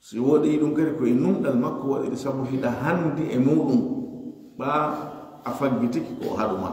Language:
Fula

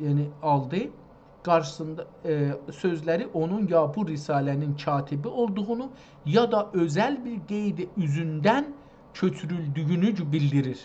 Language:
South Azerbaijani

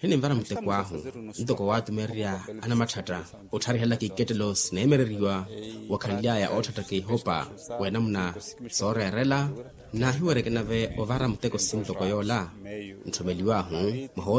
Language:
Makhuwa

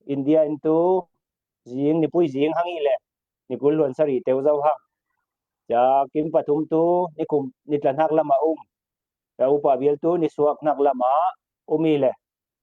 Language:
Falam Chin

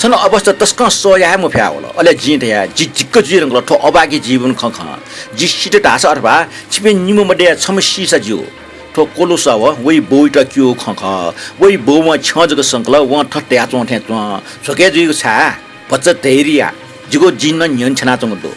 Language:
Newari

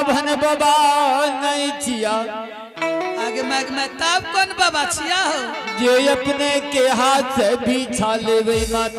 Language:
Angika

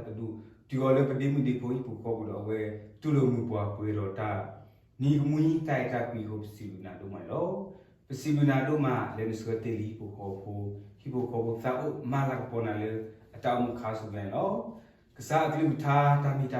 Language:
S'gaw Karen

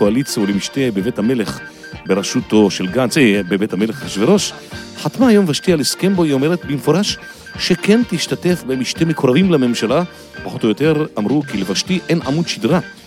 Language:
Hebrew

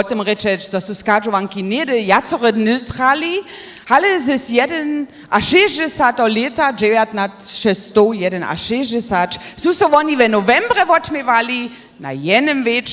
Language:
Upper Sorbian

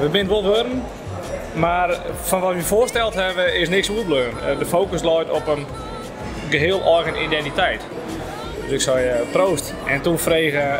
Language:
Western Frisian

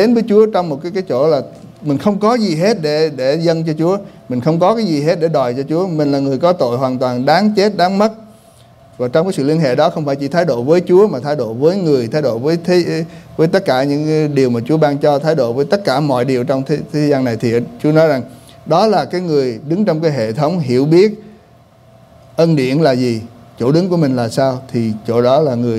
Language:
Vietnamese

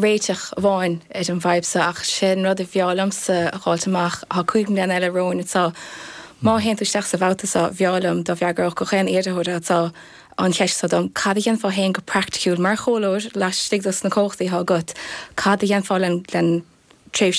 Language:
Irish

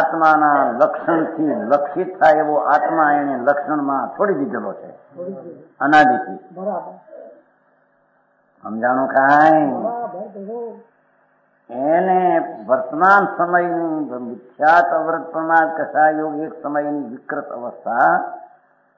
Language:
Gujarati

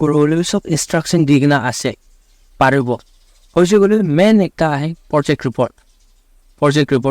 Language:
Naga Pidgin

